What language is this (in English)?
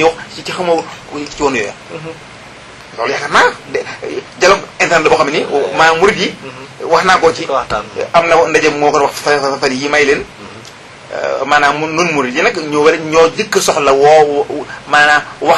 Wolof